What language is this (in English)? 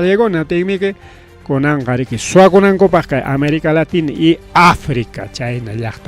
Ayacucho Quechua